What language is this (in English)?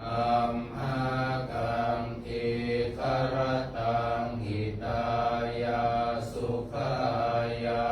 Pali